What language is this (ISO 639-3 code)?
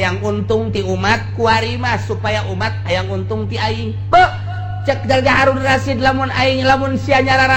sun